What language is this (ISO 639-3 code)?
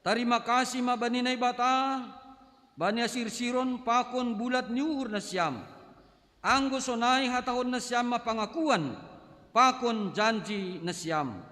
bts